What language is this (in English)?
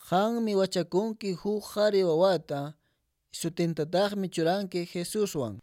Quechua